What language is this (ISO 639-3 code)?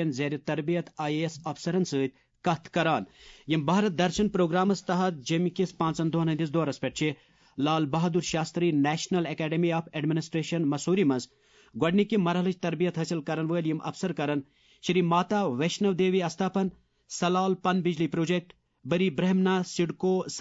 kas